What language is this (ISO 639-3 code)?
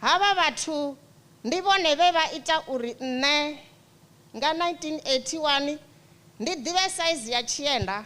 ven